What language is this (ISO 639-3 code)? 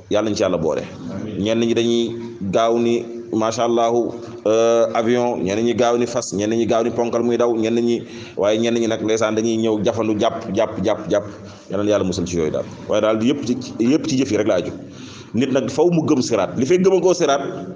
wol